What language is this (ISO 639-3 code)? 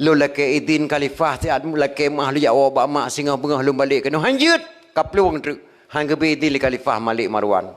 ace